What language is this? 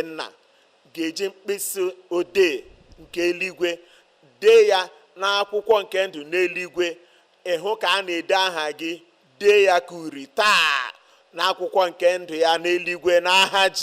Igbo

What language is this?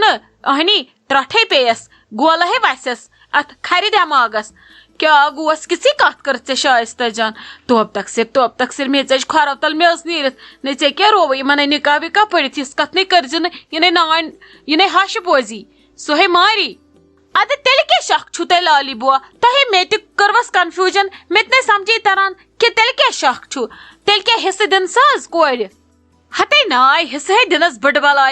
Kashmiri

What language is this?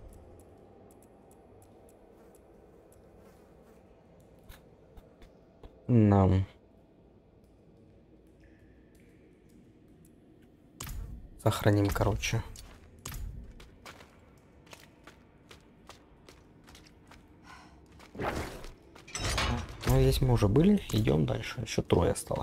Russian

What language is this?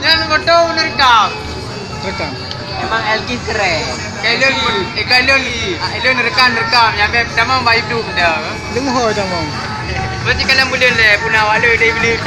Achinese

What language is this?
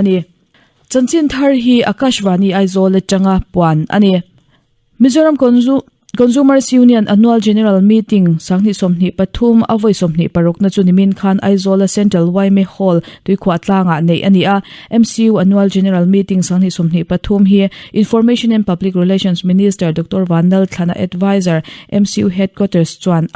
Mizo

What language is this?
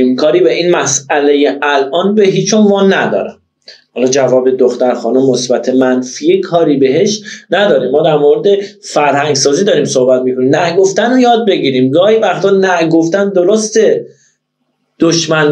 Persian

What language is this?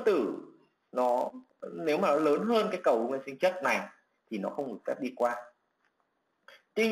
Vietnamese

